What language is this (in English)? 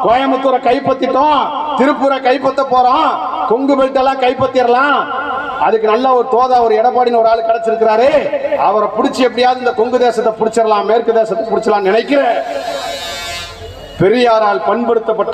Tamil